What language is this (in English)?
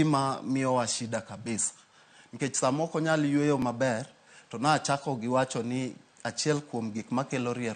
Luo (Kenya and Tanzania)